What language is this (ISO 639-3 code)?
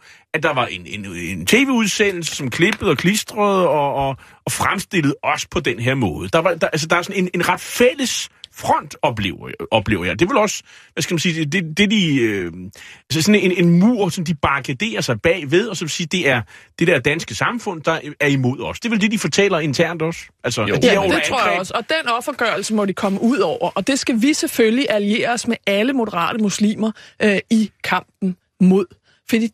dan